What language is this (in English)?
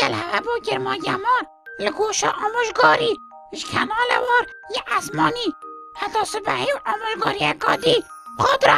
Kurdish